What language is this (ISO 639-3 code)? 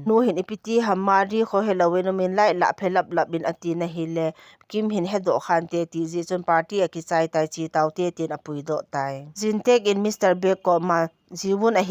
tcz